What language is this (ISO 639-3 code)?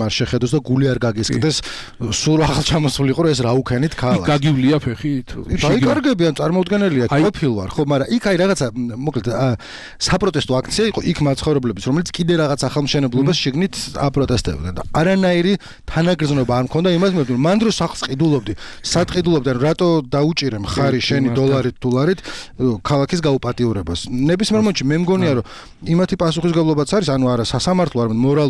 kat